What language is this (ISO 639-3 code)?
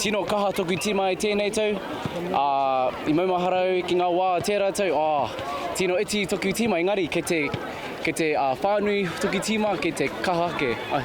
mri